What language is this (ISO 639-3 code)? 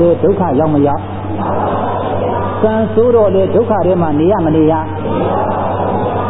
mya